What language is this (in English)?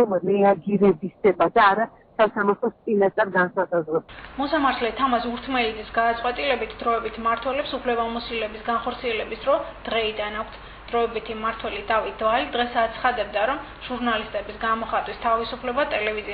Georgian